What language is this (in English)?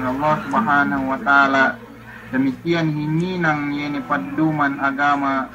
Yakan